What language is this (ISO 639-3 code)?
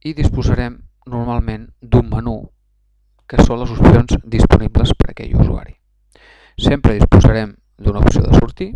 cat